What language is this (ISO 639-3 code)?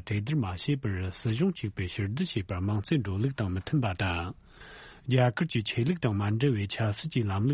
bod